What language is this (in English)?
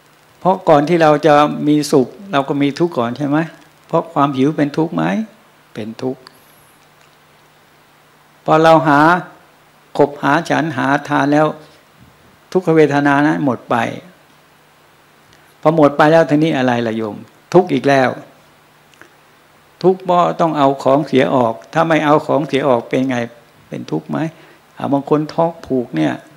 Thai